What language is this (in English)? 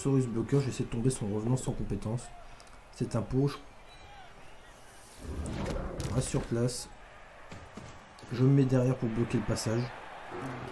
French